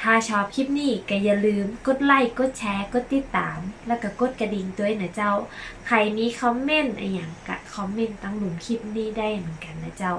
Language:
Northern Thai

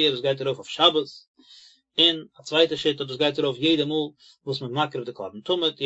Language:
Yiddish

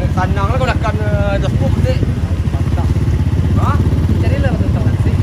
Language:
Minangkabau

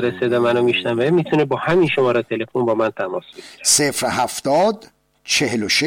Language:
Persian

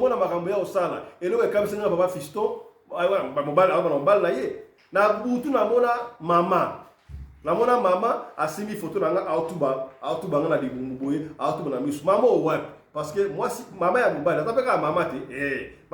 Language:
Lingala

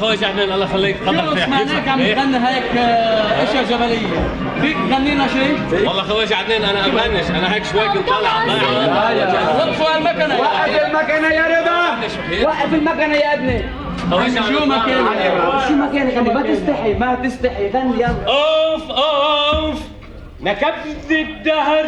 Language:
North Levantine Arabic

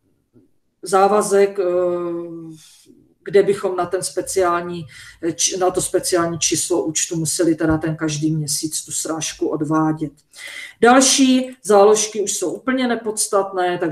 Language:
Czech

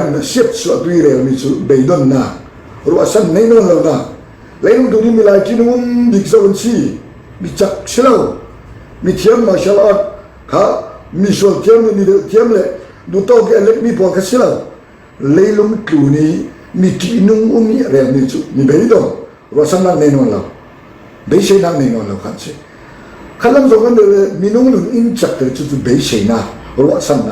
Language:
Falam Chin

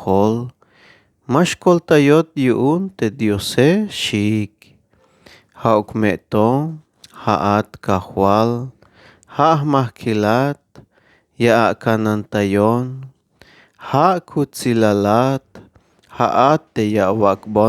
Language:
Tzeltal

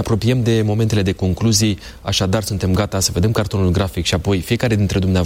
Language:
Romanian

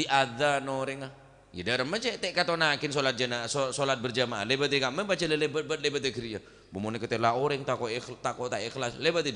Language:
Madurese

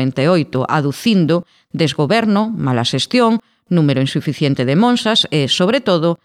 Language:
Galician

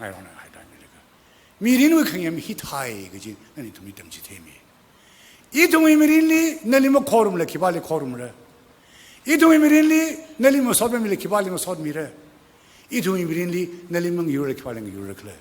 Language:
Tangkhul Naga (India)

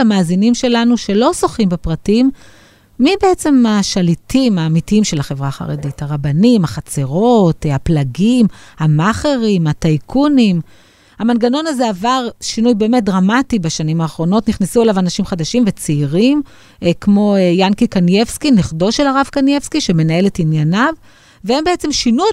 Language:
Hebrew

